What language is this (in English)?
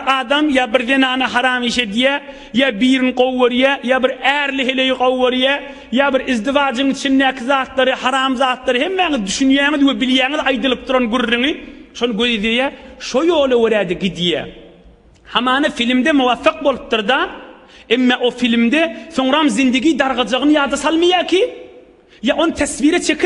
Turkmen